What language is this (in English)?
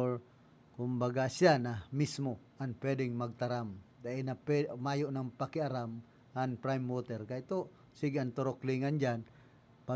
Bikol